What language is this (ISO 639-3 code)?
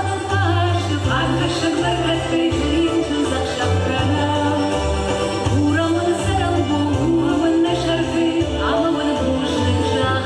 oss